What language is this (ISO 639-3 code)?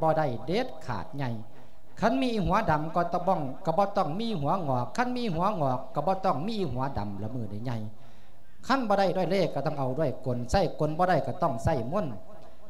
lao